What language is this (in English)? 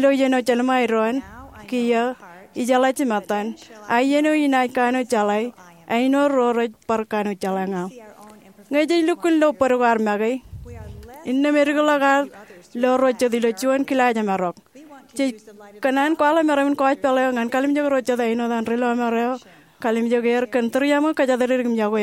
Marshallese